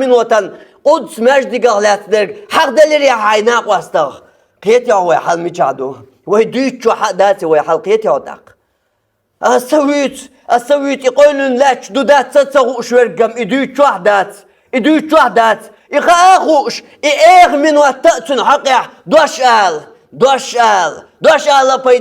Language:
Chechen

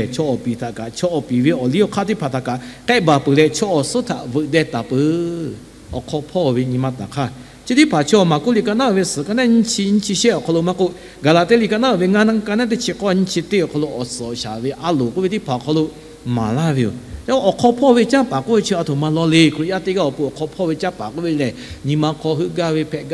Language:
Lahu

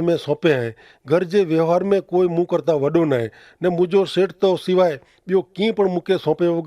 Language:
Kachhi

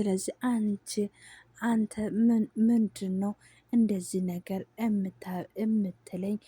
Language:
Amharic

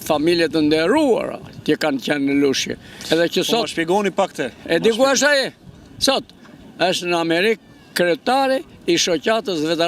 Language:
Albanian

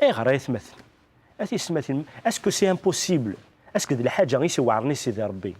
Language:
Kabyle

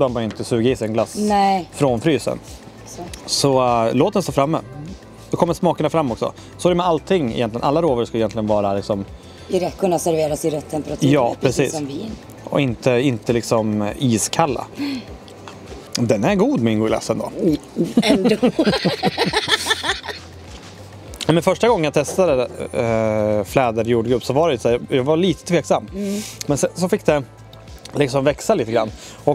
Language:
Swedish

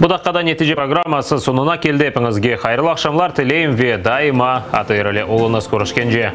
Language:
Crimean Tatar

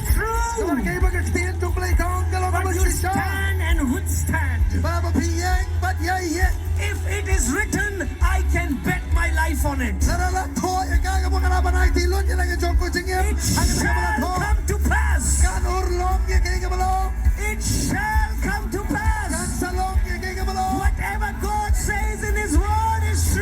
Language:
Khasi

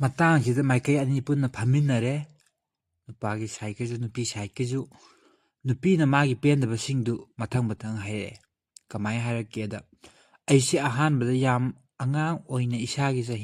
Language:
Manipuri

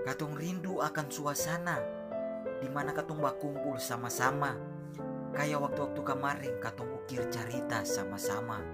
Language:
Ambonese Malay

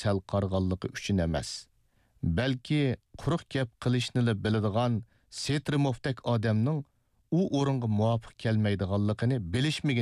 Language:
Uyghur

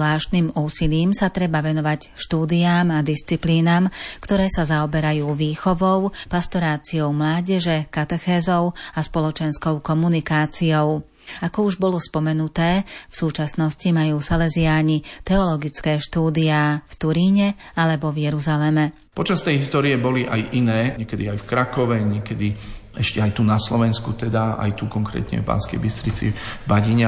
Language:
Slovak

